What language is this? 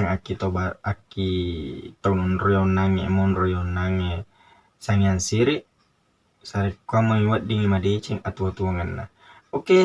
Buginese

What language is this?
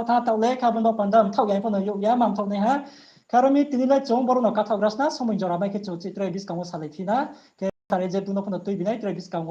Riang (India)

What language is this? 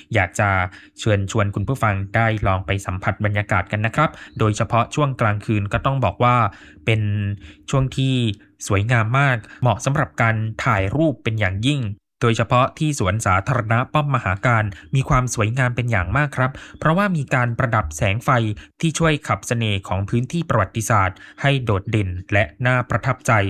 Thai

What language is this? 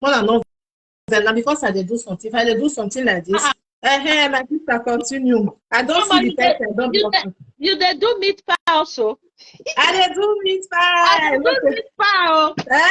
Nigerian Pidgin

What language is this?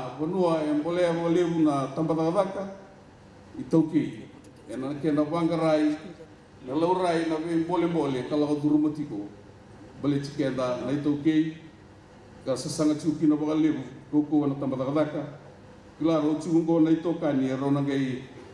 Fijian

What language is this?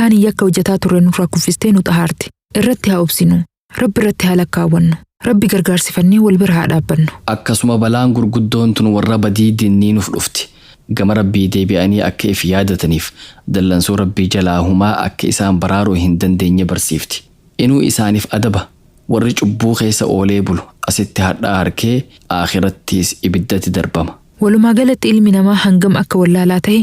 Oromo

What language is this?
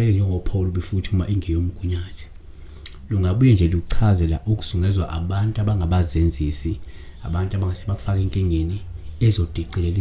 Zulu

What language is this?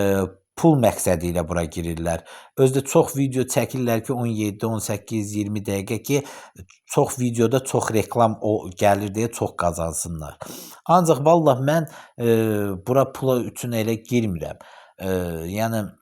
Azerbaijani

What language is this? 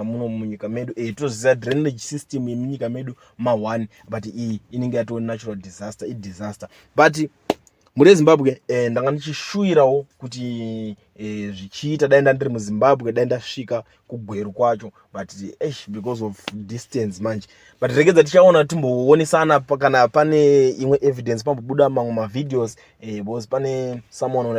Shona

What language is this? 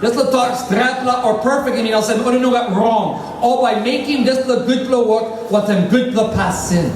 Tok Pisin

